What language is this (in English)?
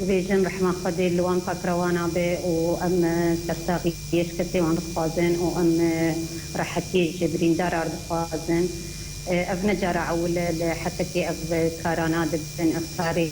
Kurdish